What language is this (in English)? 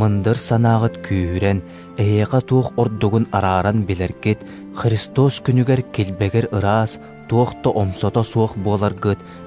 Yakut